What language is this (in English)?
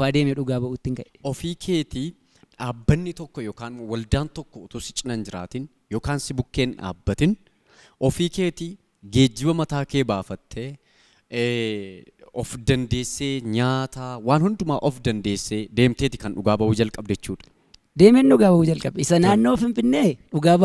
Oromo